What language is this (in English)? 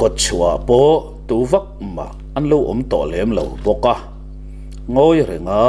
Mizo